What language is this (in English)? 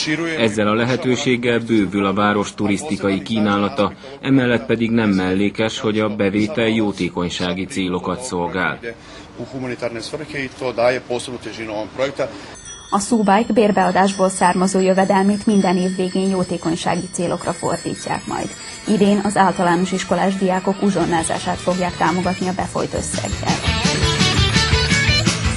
Hungarian